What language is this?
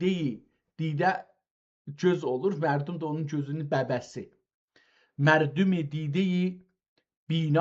South Azerbaijani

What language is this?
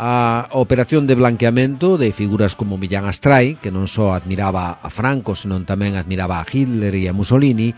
Galician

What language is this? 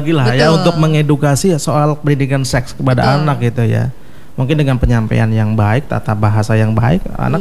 Indonesian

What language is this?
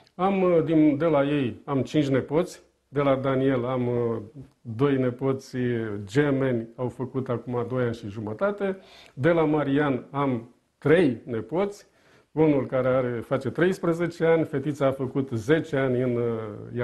Romanian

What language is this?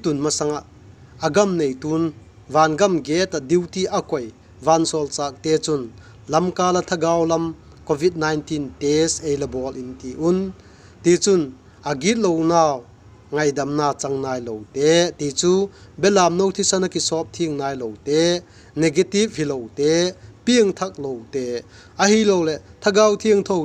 Vaiphei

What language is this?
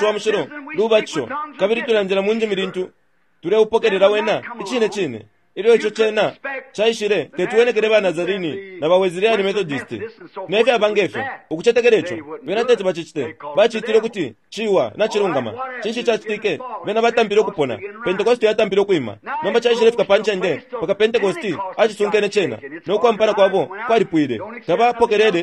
Bemba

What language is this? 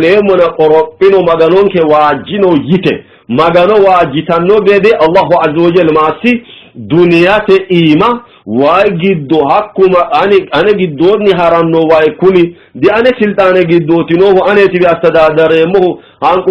Sidamo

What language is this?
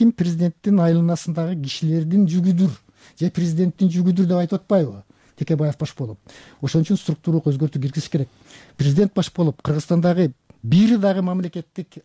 Kyrgyz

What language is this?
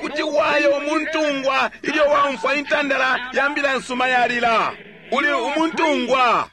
Bemba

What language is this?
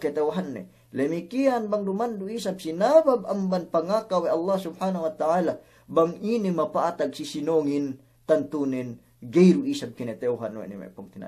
Yakan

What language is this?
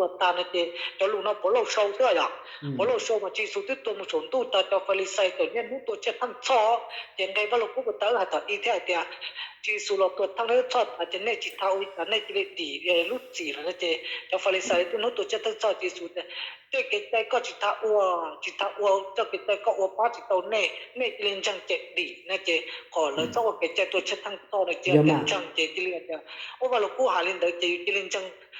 Hmong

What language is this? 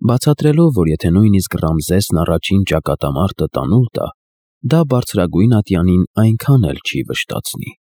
Armenian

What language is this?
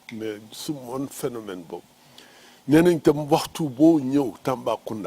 Wolof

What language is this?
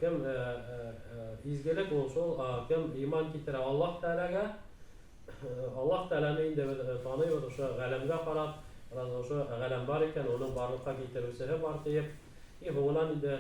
Bashkir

